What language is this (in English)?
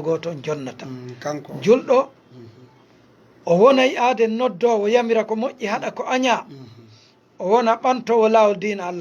Fula